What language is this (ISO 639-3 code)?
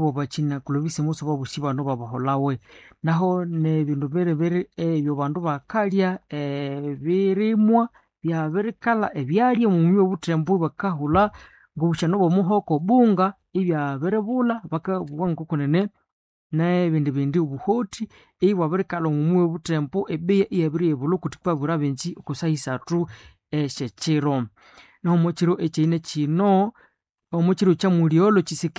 nnb